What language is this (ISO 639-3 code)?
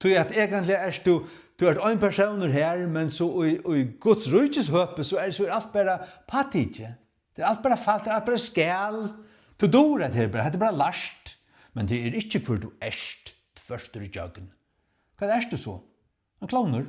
fao